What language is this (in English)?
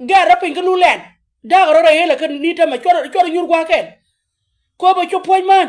Nuer